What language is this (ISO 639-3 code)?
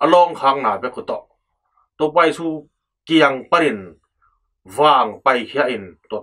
ctd